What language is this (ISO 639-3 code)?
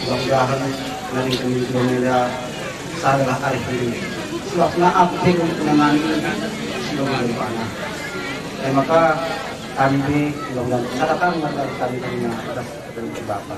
btx